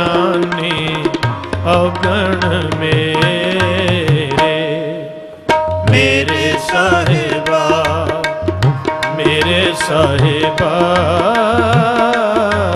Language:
Punjabi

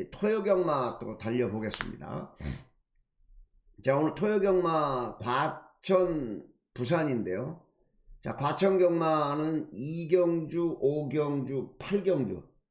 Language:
Korean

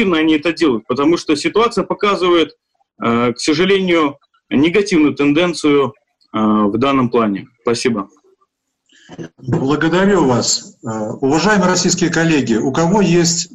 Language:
Russian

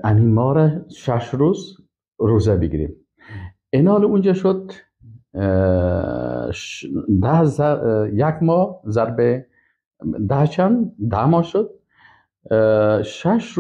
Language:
Persian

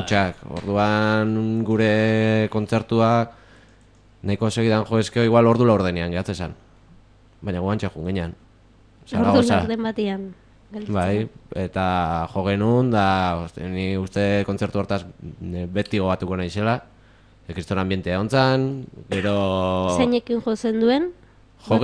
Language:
Basque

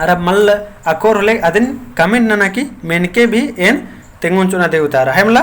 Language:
Kurukh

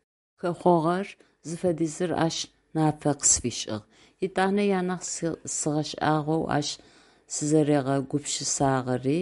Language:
Adyghe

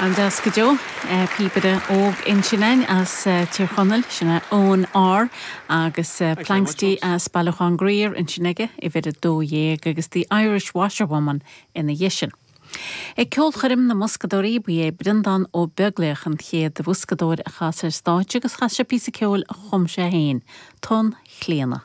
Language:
Irish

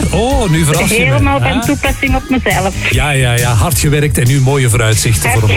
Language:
Dutch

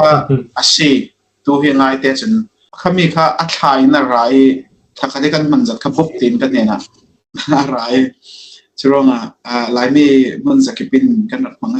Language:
Falam Chin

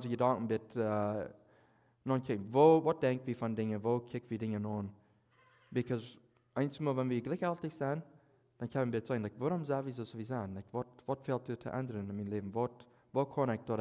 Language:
Plautdietsch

